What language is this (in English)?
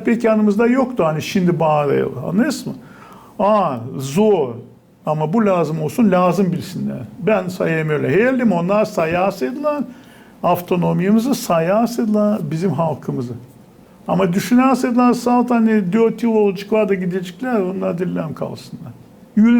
Gagauz